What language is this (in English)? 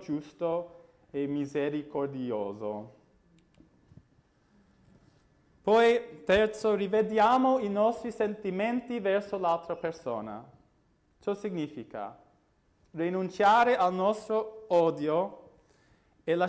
Italian